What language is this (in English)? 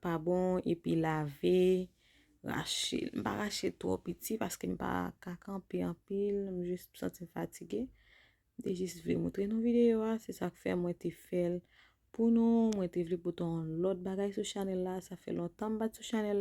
Haitian Creole